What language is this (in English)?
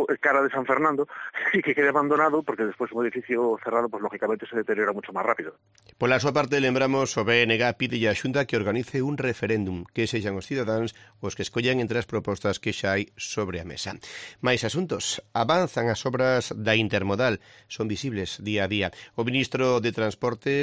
Galician